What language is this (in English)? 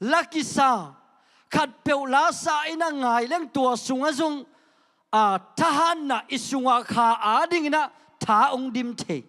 Tedim Chin